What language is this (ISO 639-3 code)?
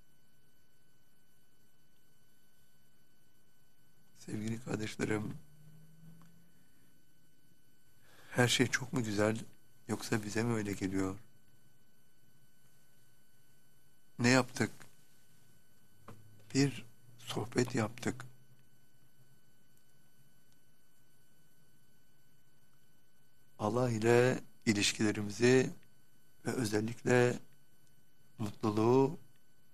tur